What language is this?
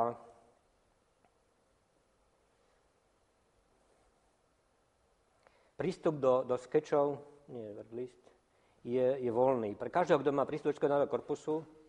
Slovak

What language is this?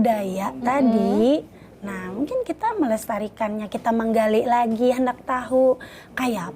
Banjar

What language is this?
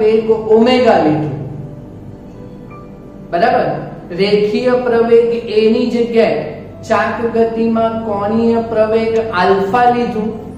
Gujarati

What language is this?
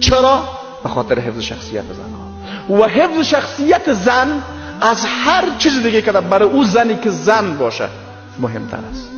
Persian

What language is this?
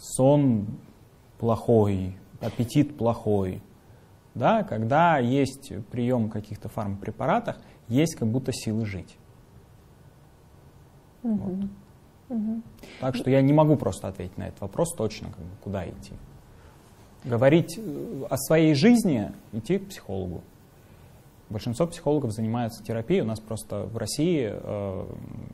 Russian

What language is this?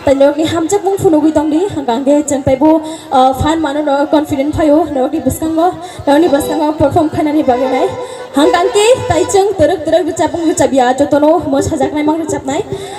Kok Borok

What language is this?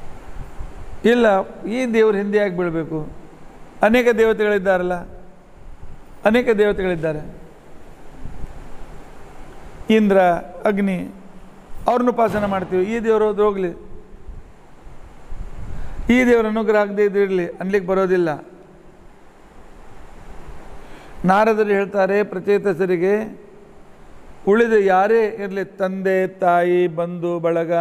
Kannada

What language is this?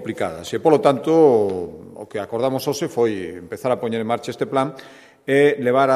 Galician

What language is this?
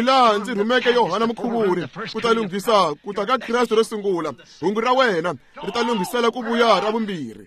Tsonga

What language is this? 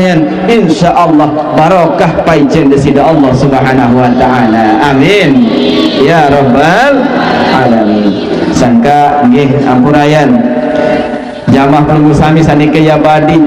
Sasak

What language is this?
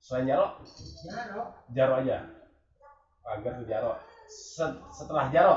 Betawi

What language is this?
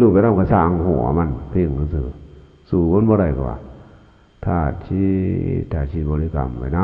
Lao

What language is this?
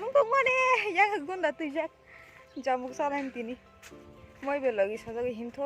Kok Borok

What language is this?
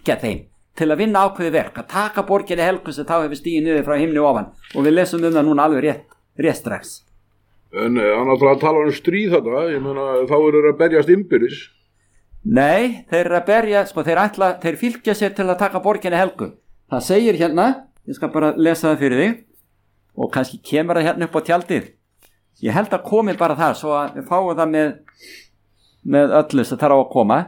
Icelandic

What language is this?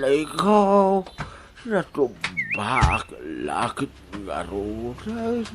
Iloko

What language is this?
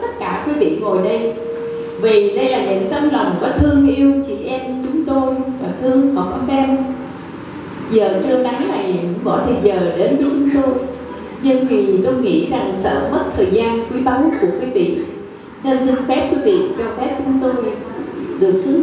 Vietnamese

